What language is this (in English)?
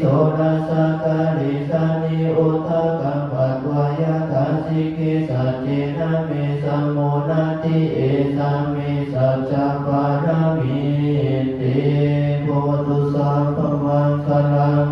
Pali